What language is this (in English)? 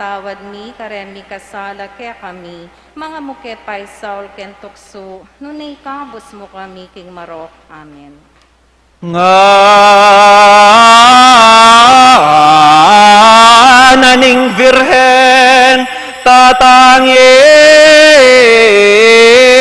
Pampanga